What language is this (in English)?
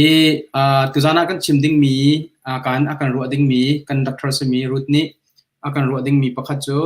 Hakha Chin